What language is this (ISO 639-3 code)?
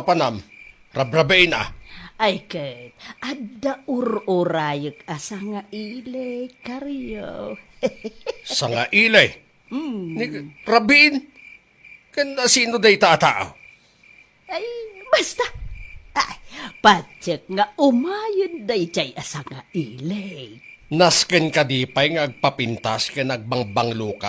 ilo